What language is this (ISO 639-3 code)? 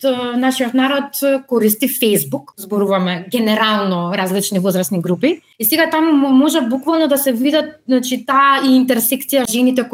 mkd